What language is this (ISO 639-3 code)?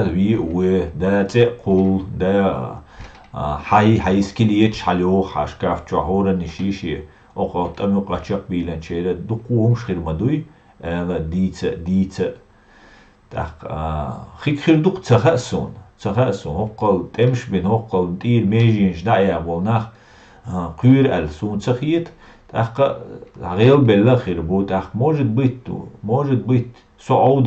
che